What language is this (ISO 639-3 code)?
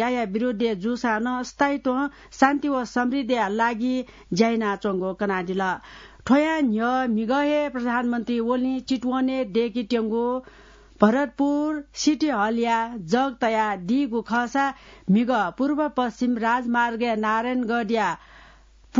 new